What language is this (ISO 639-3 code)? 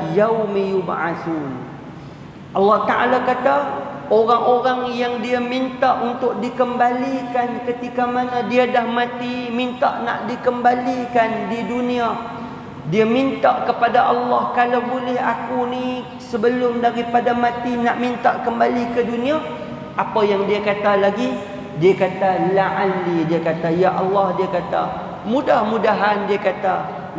msa